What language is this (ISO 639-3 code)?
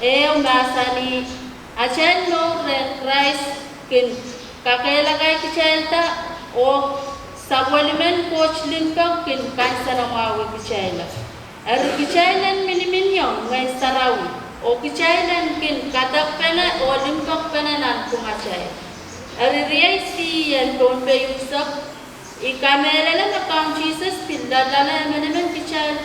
pon